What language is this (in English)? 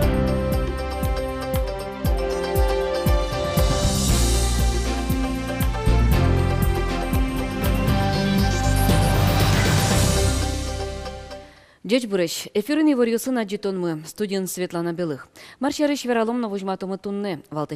Udmurt